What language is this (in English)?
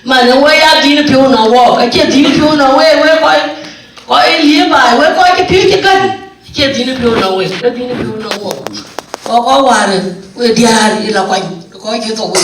Dinka